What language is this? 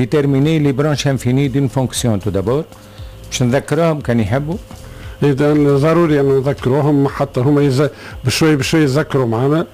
Tunisian Arabic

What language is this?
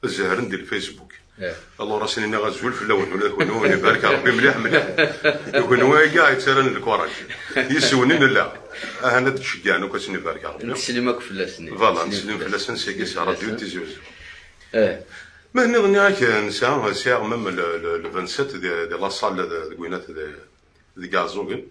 Kabyle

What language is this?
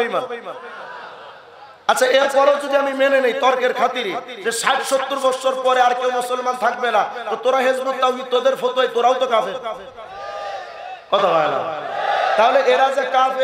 Bangla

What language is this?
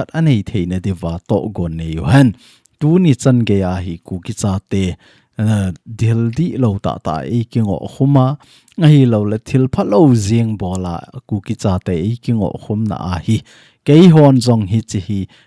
Thado Chin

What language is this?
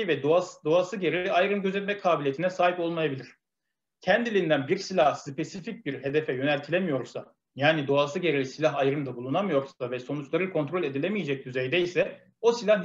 Turkish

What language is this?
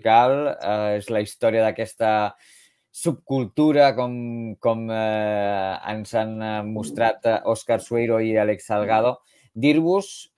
Catalan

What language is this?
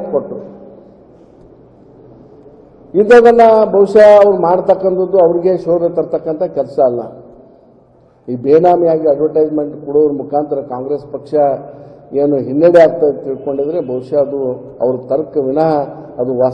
Kannada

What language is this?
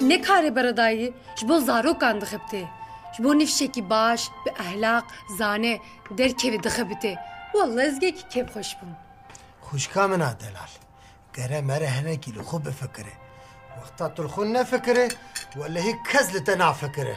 Kurdish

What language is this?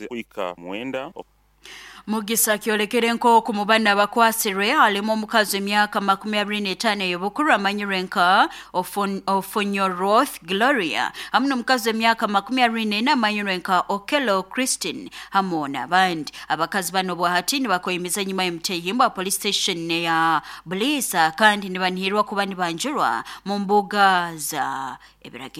Nyoro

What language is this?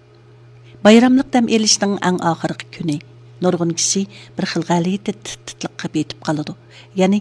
Uyghur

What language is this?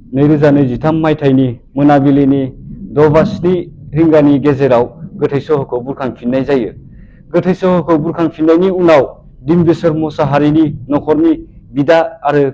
Bodo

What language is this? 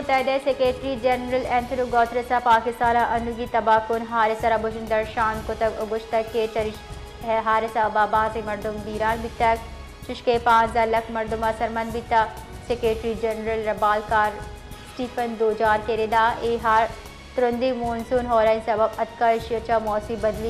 Baluchi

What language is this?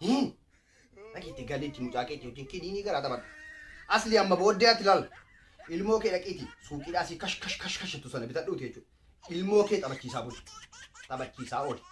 Oromo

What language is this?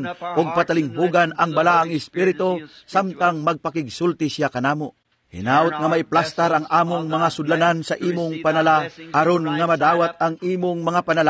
Cebuano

